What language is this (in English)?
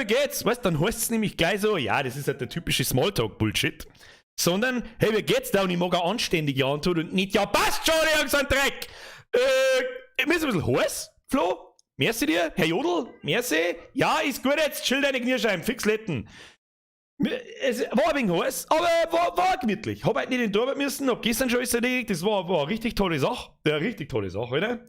Bavarian